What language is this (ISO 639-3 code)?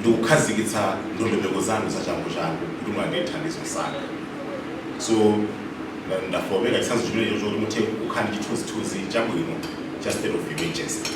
nya